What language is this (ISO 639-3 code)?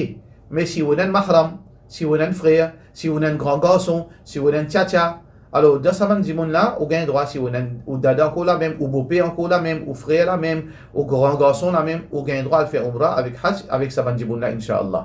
mfe